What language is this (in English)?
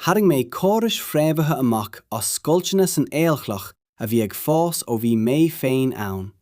Irish